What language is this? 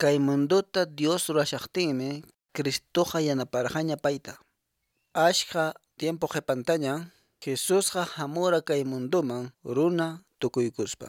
Quechua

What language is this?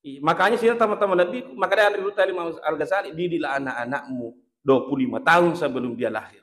Buginese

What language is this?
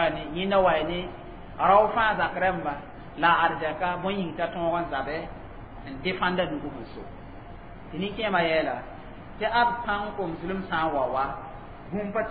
Mossi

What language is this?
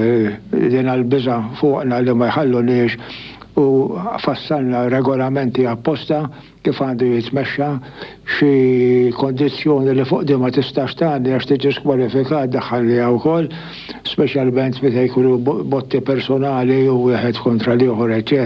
Maltese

